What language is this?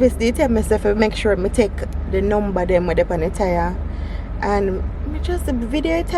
Jamaican Creole English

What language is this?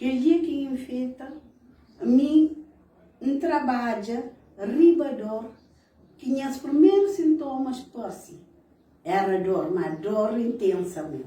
Kabuverdianu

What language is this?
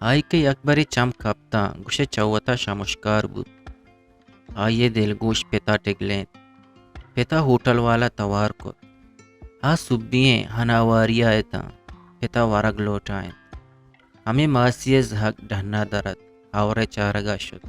Eastern Balochi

